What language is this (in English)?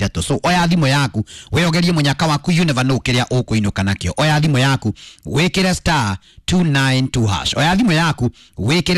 Kikuyu